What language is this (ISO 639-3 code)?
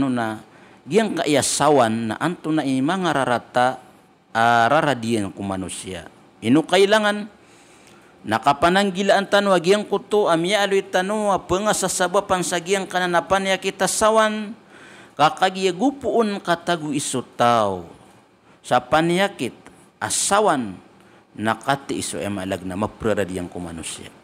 mrw